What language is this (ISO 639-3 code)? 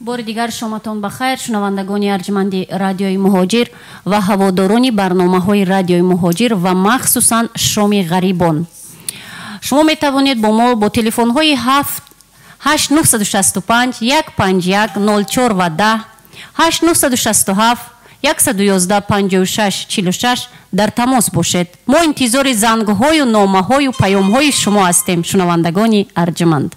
tgk